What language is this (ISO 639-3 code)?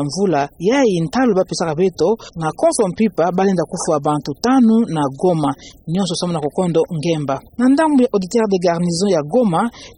ktu